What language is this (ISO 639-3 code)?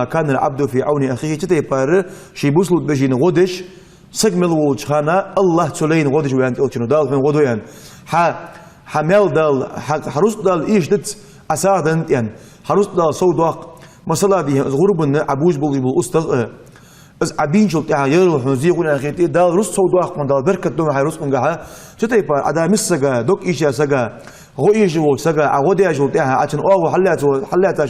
inh